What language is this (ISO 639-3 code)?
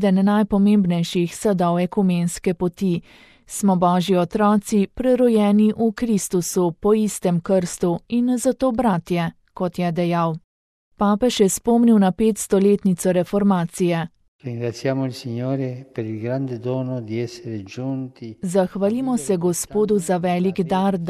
slv